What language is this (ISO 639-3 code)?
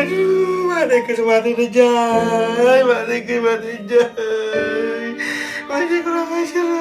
mad